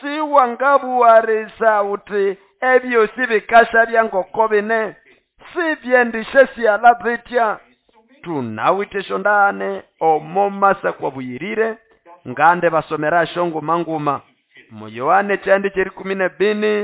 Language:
Nande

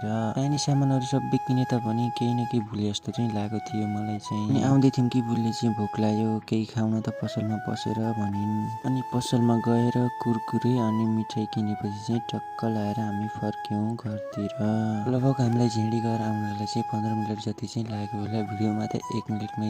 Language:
Nepali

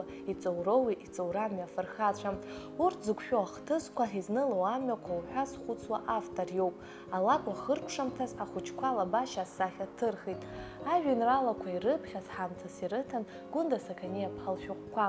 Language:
Abkhazian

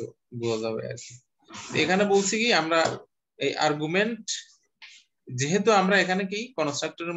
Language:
Bangla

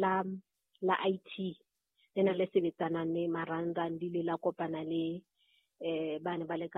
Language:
Southern Sotho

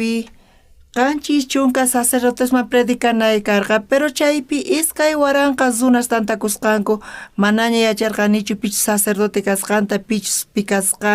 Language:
South Bolivian Quechua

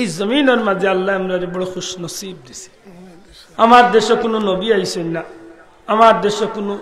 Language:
Sylheti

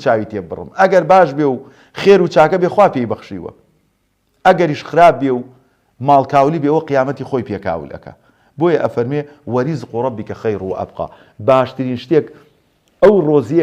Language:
Central Kurdish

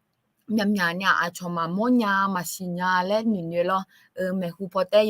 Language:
Akha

